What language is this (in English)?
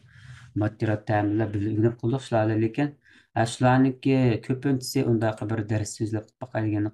Uyghur